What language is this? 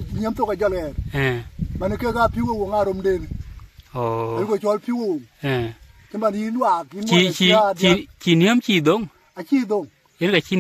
Dinka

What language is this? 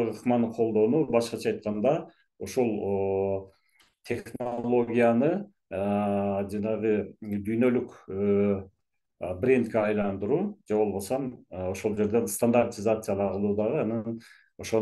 Kyrgyz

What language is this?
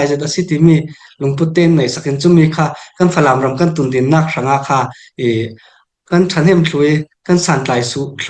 Falam Chin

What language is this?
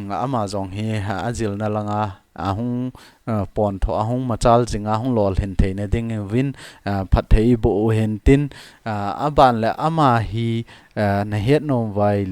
Thado Chin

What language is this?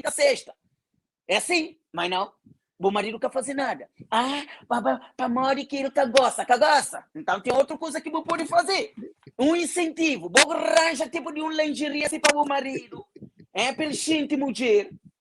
Kabuverdianu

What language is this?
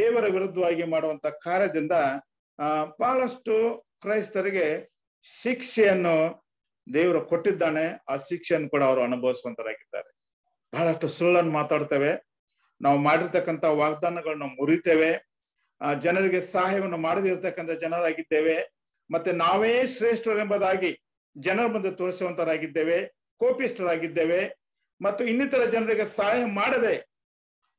Kannada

